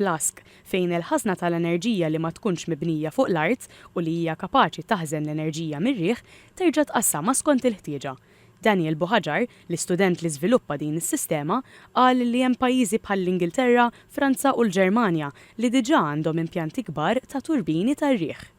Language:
Maltese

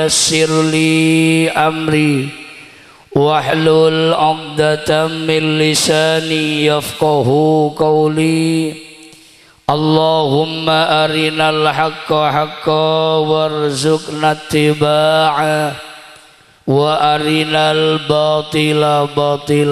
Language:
Madurese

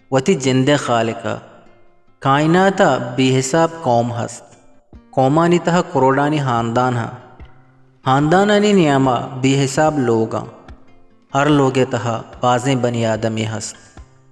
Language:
Eastern Balochi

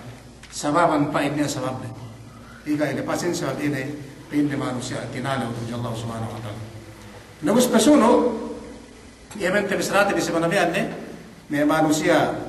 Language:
Yakan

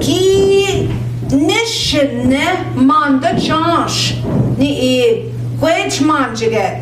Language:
Central Ojibwa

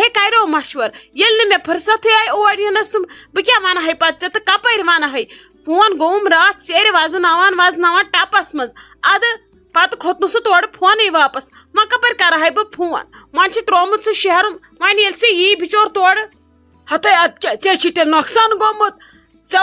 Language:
Kashmiri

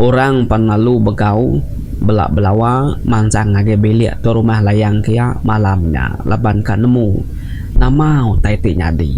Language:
Iban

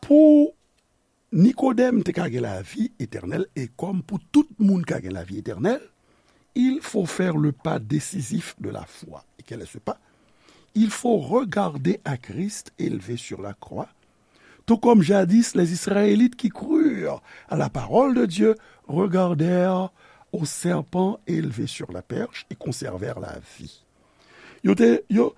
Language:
Haitian Creole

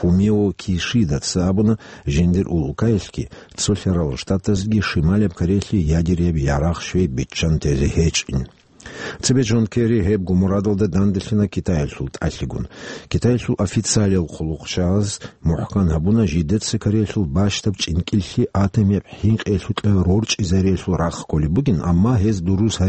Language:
Avaric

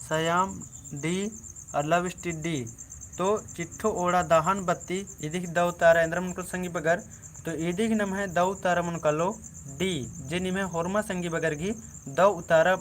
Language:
Kurukh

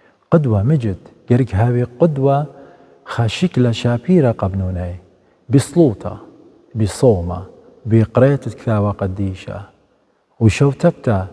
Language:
Assyrian Neo-Aramaic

